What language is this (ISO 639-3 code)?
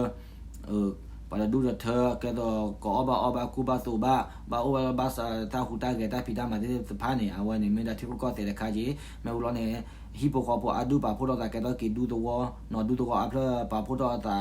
ksw